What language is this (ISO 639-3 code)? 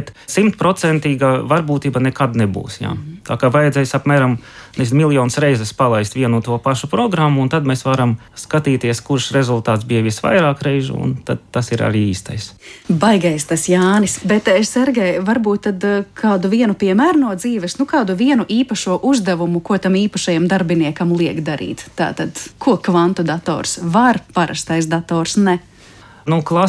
lav